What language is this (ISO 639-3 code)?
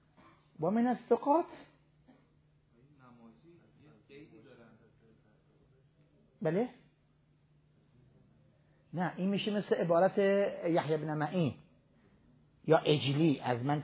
fas